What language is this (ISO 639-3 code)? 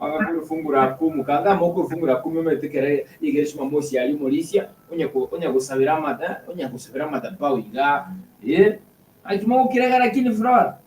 guz